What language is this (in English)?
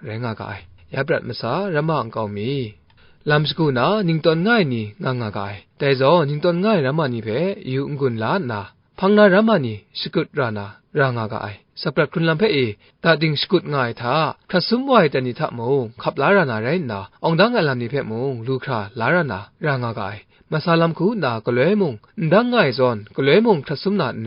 Kachin